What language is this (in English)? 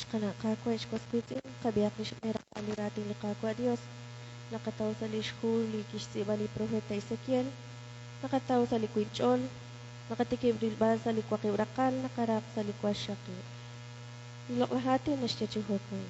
Kekchí